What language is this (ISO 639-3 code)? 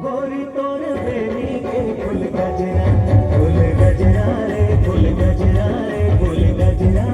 hne